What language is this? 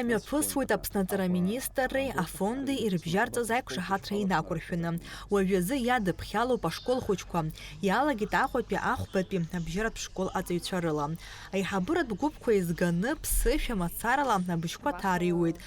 Abkhazian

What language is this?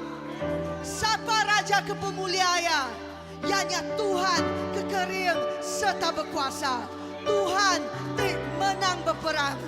Iban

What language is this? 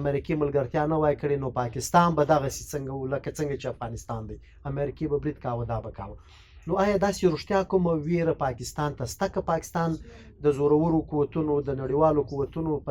Pashto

